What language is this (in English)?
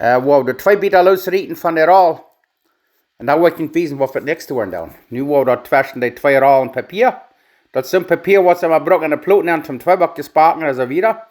Plautdietsch